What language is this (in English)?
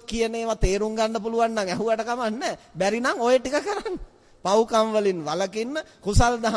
Sinhala